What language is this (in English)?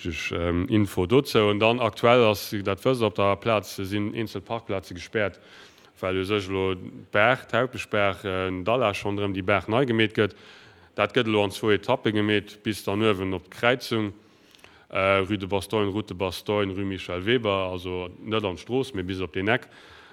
Luxembourgish